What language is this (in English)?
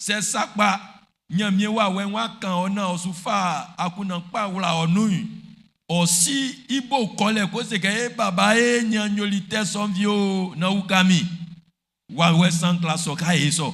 Baoulé